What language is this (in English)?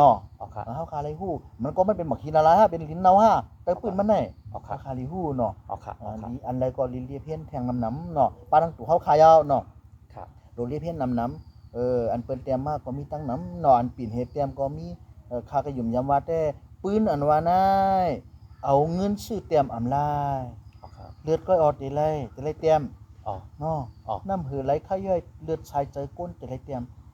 Shan